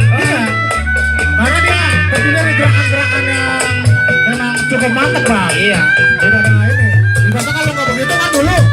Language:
Betawi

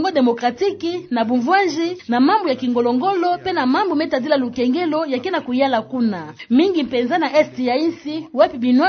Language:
Kituba (Democratic Republic of Congo)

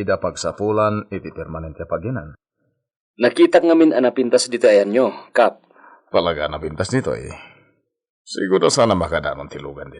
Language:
Iloko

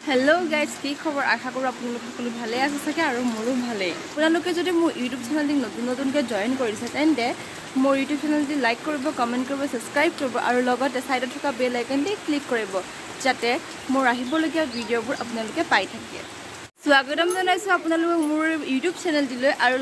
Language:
Assamese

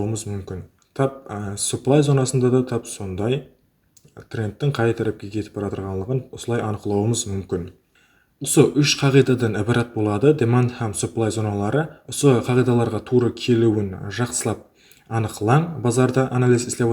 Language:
Kara-Kalpak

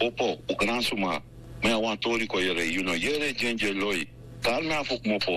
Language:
Sranan Tongo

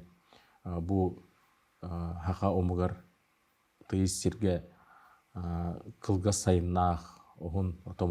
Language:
Yakut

